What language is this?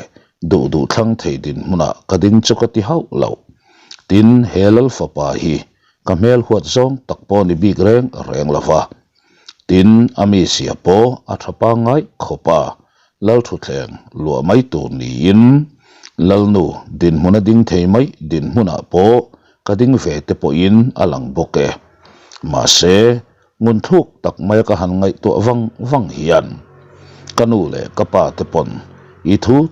Mizo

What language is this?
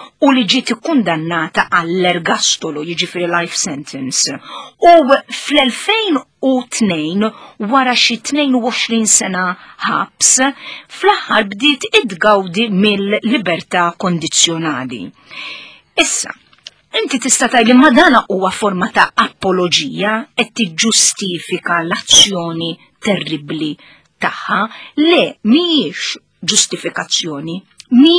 Maltese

